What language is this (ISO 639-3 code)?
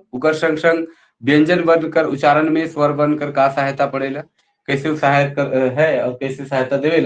sck